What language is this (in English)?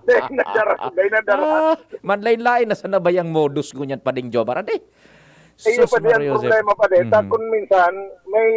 Bikol